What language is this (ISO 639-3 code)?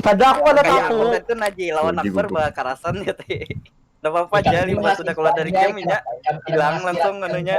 bjn